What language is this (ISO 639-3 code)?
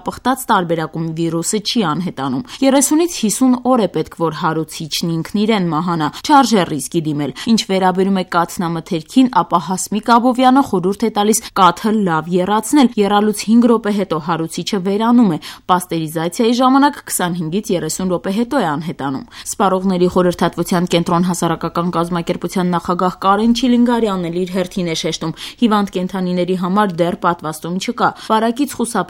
hye